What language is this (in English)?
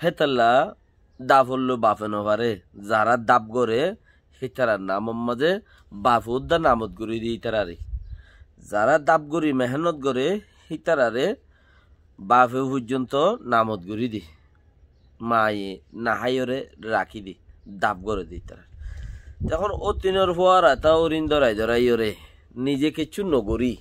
Rohingya